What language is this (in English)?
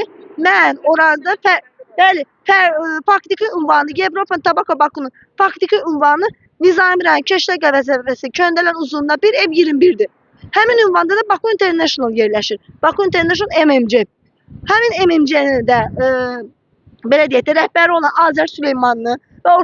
Azerbaijani